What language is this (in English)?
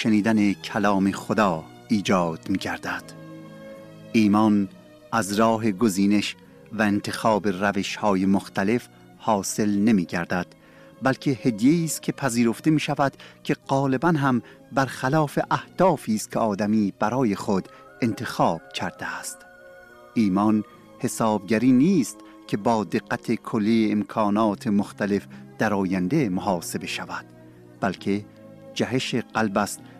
Persian